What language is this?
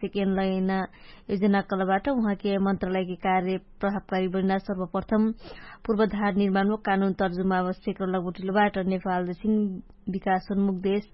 Dangaura Tharu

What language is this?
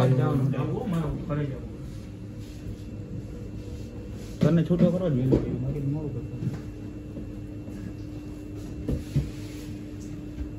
Gujarati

